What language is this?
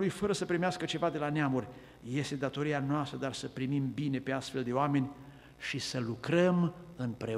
Romanian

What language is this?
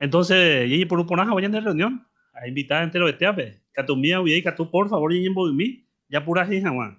Guarani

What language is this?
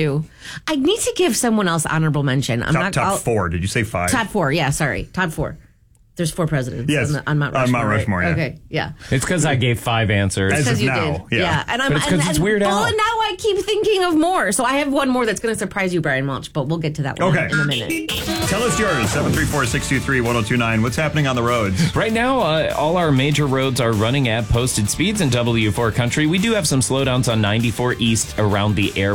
English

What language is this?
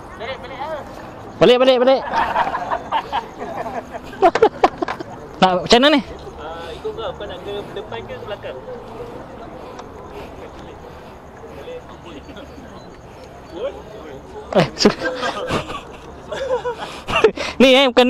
Malay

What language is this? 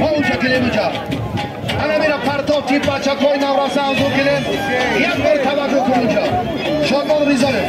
Tajik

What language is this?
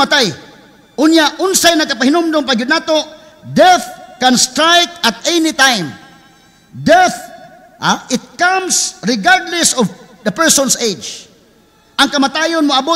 Cebuano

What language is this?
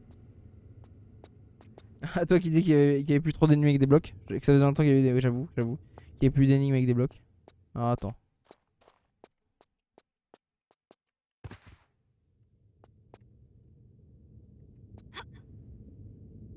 French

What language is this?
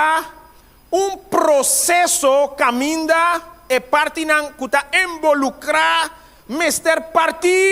Papiamento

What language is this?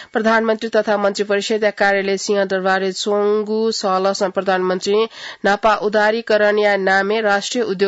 Newari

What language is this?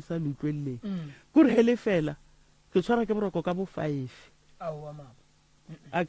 Northern Sotho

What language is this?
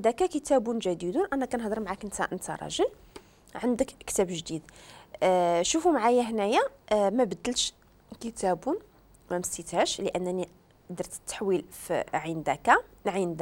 Moroccan Arabic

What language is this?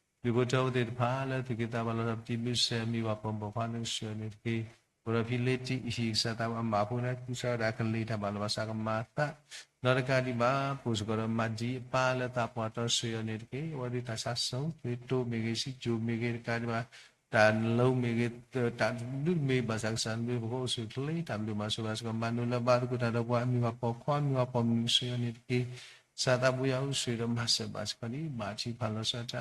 S'gaw Karen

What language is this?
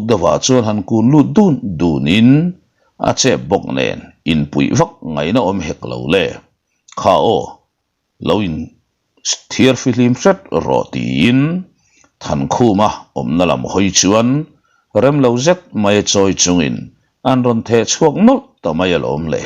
Mizo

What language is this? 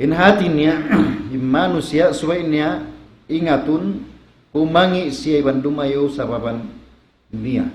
Tausug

